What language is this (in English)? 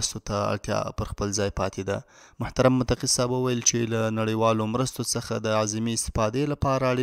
Pashto